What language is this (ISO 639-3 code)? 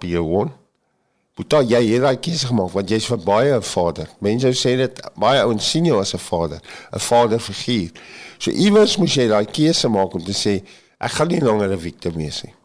afr